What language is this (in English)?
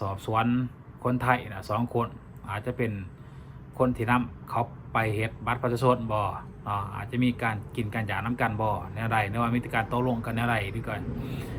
Lao